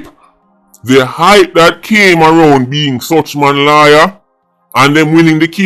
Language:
Jamaican Creole English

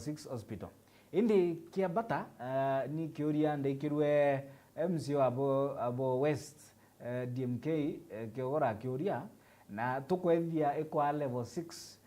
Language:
Meru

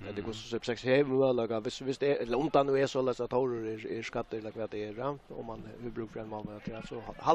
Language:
Faroese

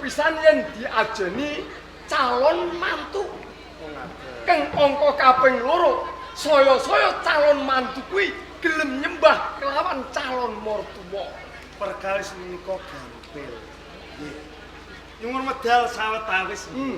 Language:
Javanese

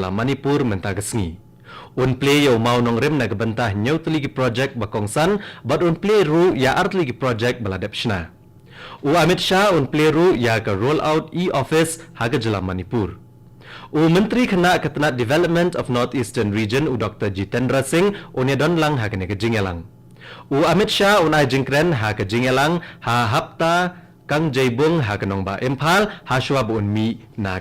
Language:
Khasi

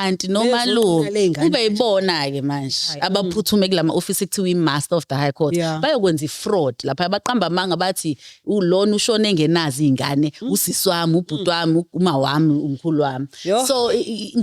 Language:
Zulu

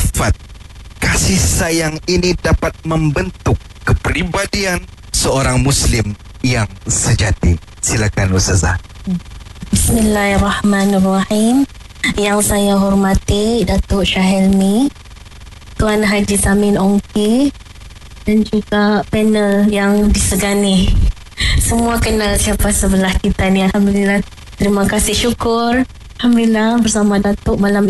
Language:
Malay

